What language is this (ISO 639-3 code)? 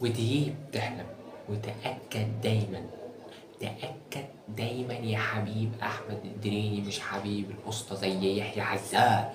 arz